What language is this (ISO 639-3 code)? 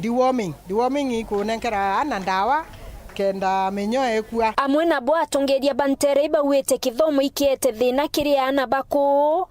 mer